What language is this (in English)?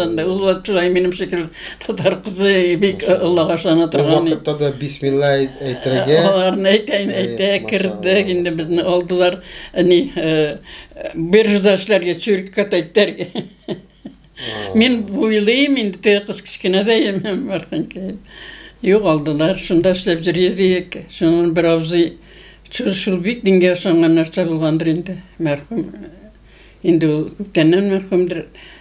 Tatar